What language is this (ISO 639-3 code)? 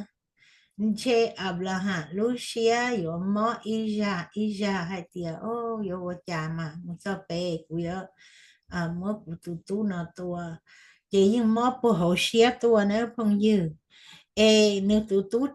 hmn